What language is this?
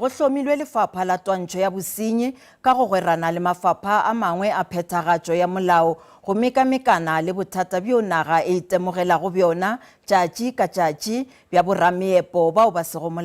Northern Sotho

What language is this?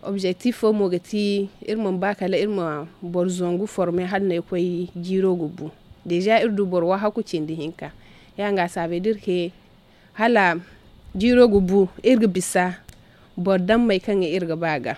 Zarma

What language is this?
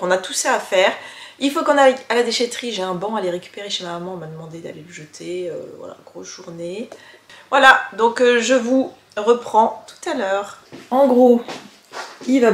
French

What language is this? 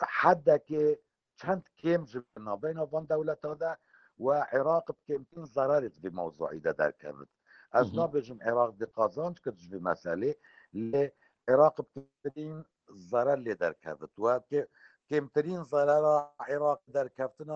Kurdish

